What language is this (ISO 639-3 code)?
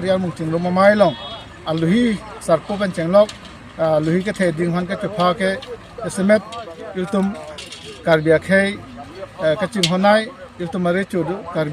mjw